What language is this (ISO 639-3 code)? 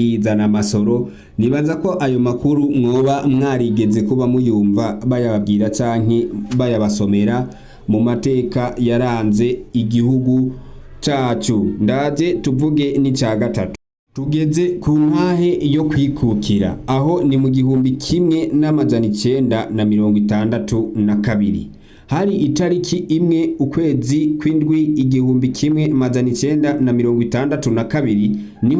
run